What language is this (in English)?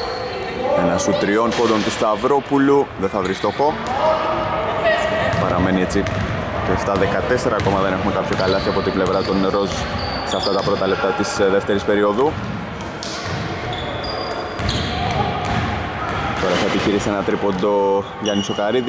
Greek